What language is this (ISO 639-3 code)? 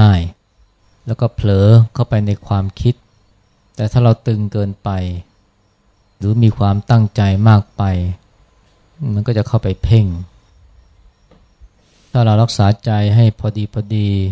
tha